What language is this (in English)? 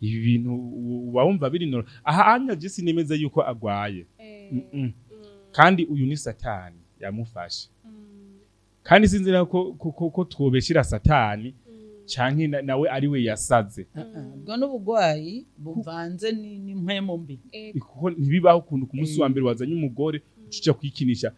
Rundi